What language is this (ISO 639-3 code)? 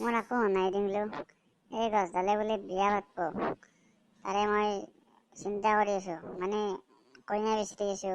asm